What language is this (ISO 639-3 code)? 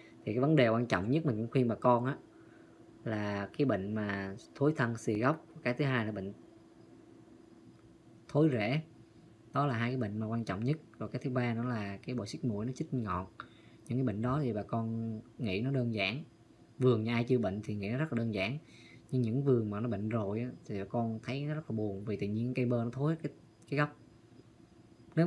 vie